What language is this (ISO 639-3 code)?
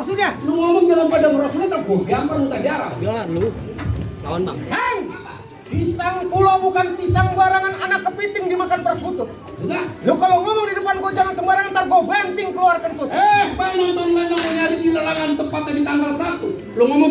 bew